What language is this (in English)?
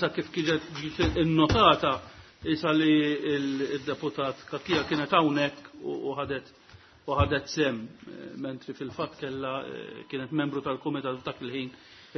Maltese